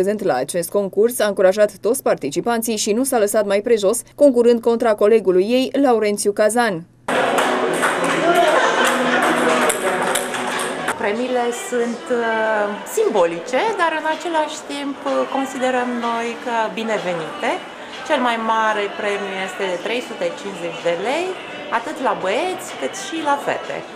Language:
Romanian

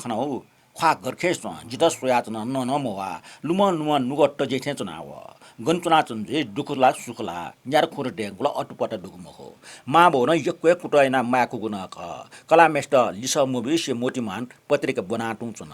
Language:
Newari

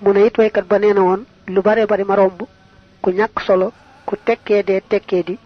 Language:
Wolof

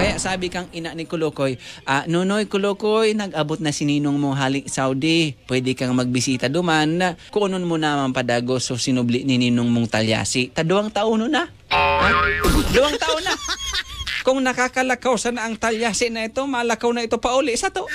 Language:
Bikol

